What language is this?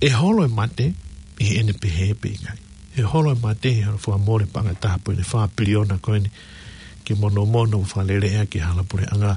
Tongan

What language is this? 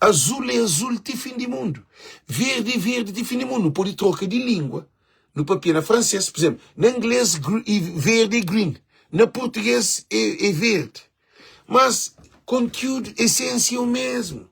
Kabuverdianu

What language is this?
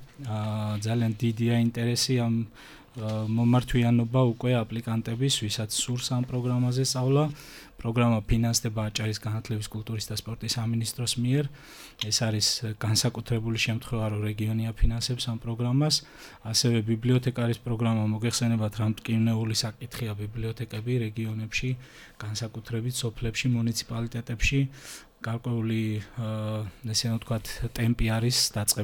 Georgian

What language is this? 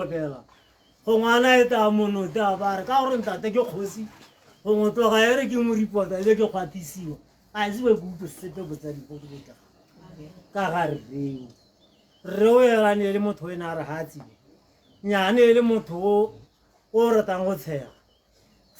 Tswana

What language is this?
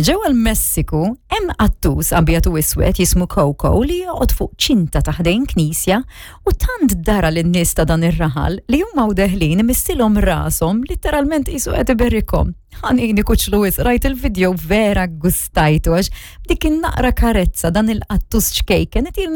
Maltese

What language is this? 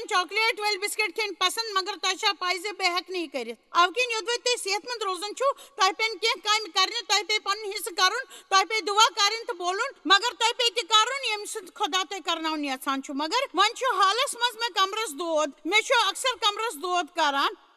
Kashmiri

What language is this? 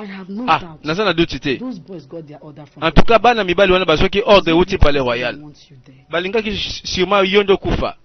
Lingala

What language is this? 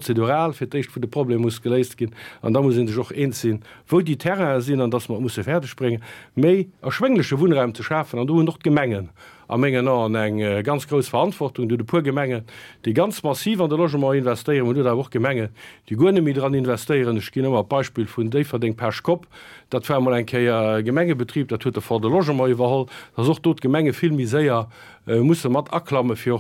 Luxembourgish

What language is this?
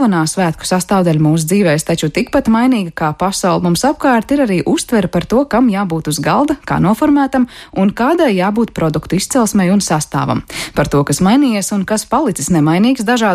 Latvian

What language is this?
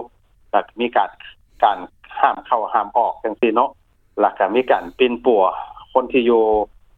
Lao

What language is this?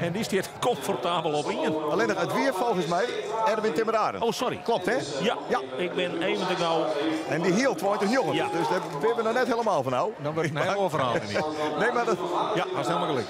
Western Frisian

